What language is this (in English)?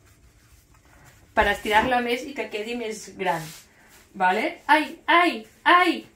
Catalan